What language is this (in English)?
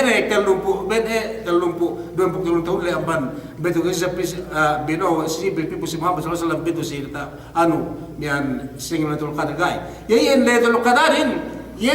Yakan